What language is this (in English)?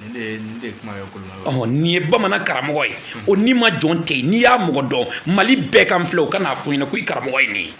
Bambara